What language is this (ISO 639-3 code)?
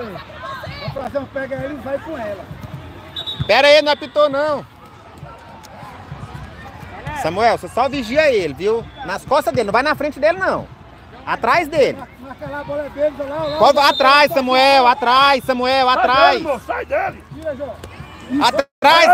por